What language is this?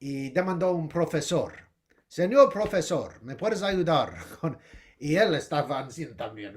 Ladino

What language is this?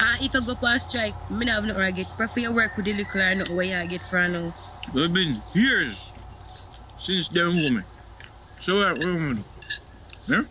Jamaican Creole English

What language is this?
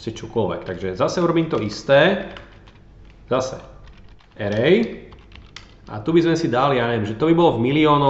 Slovak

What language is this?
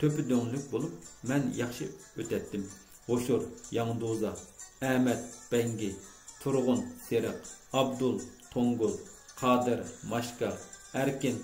Uyghur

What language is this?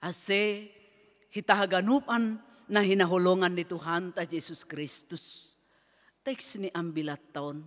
Batak Simalungun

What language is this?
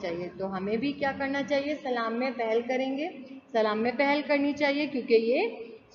Urdu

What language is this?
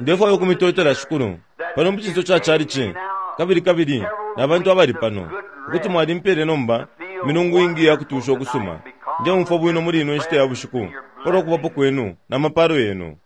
Bemba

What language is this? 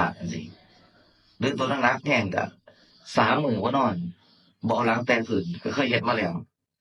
Northeastern Thai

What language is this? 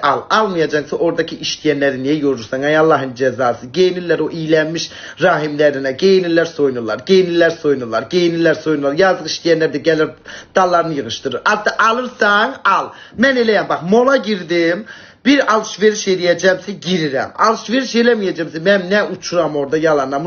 Azerbaijani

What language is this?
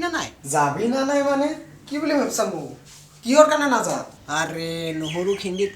Assamese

